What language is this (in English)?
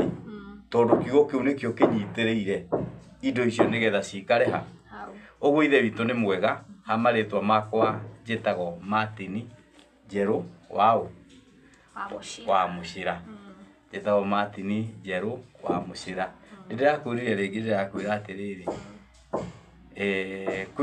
Kikuyu